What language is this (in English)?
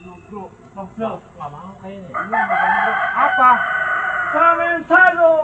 Betawi